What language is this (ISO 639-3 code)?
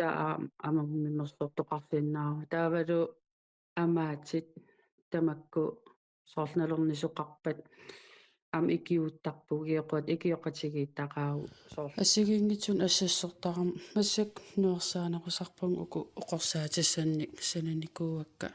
kal